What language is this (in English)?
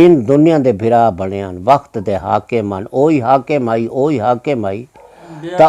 Saraiki